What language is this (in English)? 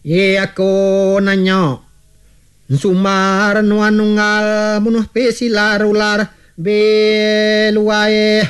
Iban